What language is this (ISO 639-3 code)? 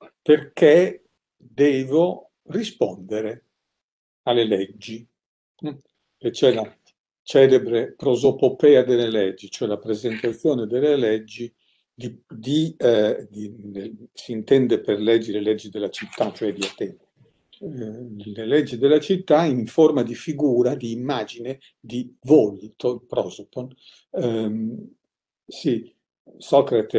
ita